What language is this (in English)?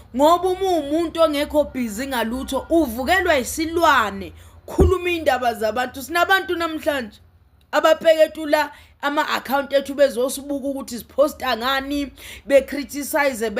Zulu